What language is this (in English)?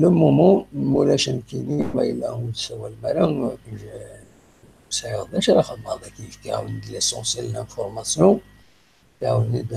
Kabyle